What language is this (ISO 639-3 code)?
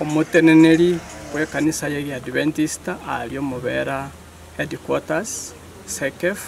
guz